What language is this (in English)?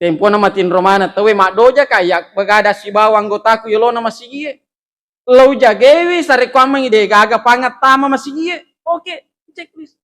Buginese